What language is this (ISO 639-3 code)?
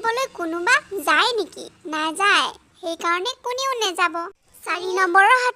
asm